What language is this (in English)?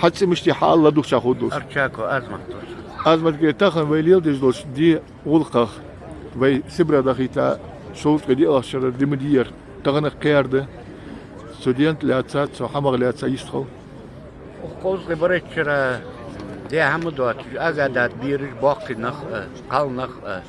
Ingush